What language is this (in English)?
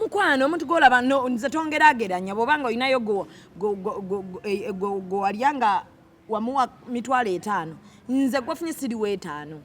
Ganda